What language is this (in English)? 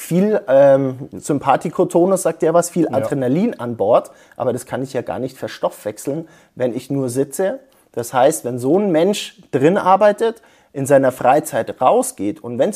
German